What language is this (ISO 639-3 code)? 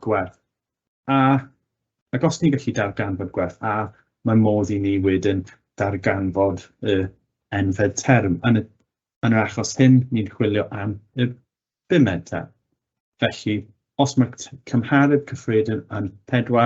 cym